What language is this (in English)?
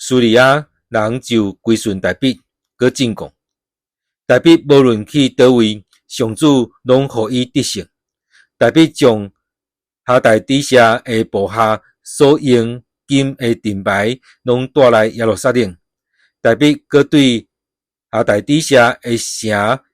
Min Nan Chinese